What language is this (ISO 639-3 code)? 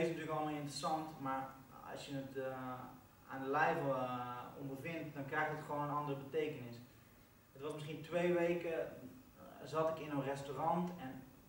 nld